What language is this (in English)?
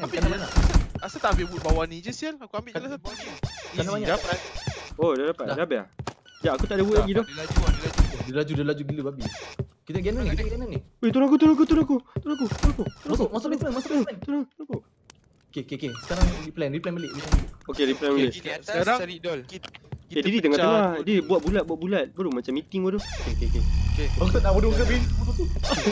Malay